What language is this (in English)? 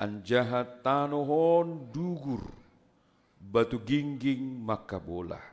Batak Simalungun